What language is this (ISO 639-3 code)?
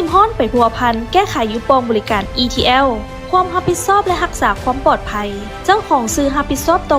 lao